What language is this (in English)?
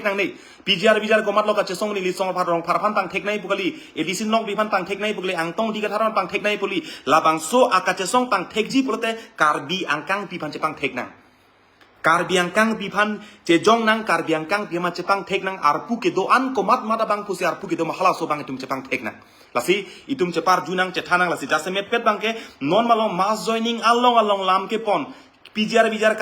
Karbi